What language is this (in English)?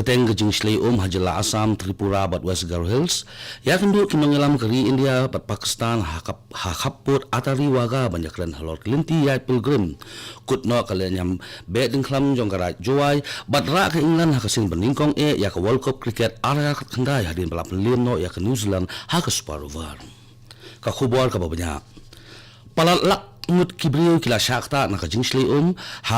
Khasi